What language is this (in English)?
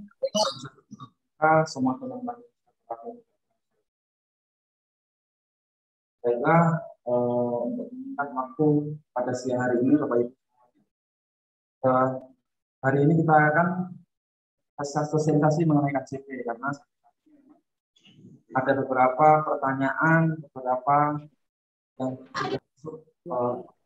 Indonesian